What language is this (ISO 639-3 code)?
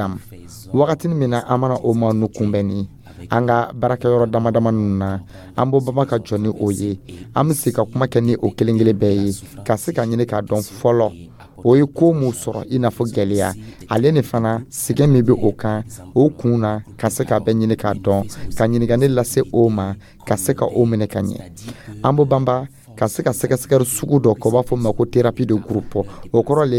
dyu